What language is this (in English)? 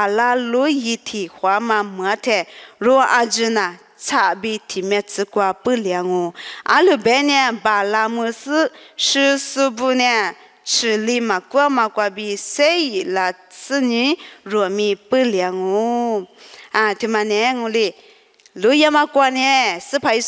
Lisu